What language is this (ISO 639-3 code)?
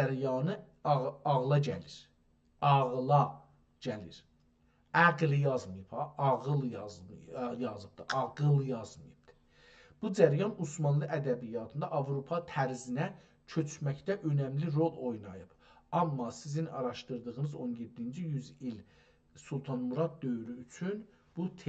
azb